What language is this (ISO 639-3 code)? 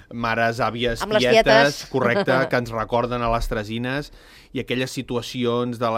cat